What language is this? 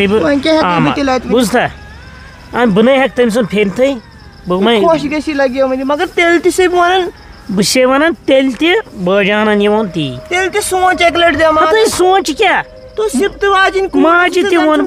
Kashmiri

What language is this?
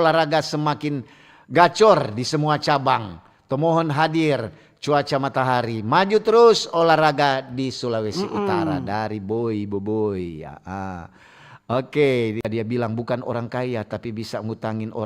Manado Malay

